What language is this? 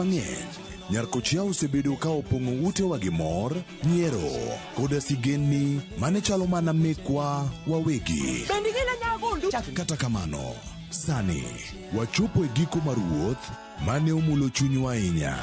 Luo (Kenya and Tanzania)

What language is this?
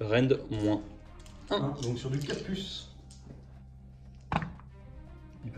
French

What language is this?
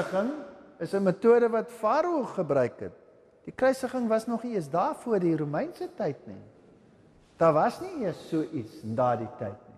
Afrikaans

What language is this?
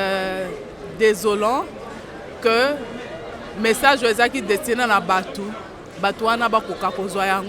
Lingala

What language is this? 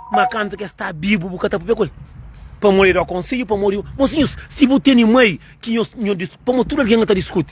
Kabuverdianu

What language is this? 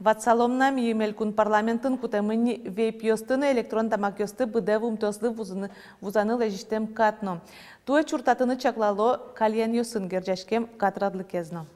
Udmurt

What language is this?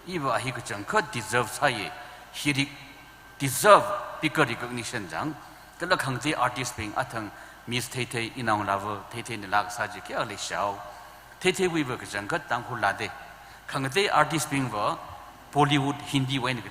Tangkhul Naga (India)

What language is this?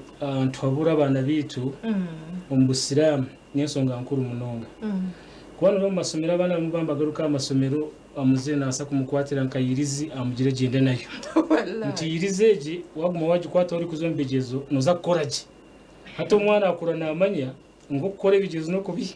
Nyankole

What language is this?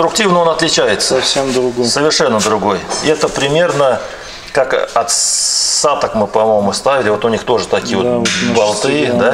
Russian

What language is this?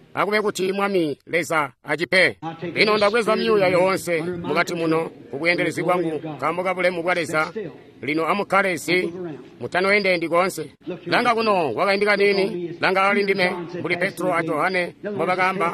Tonga (Zambia)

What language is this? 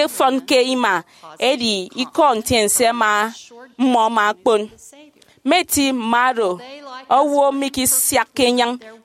Efik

